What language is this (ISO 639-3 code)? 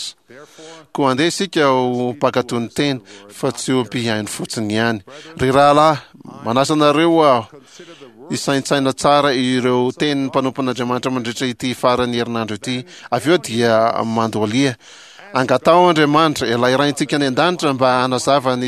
mlg